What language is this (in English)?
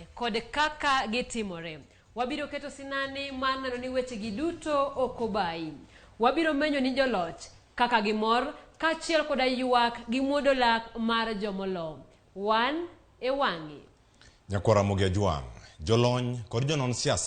Luo (Kenya and Tanzania)